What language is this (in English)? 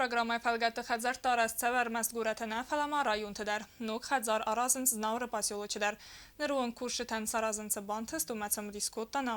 Ossetic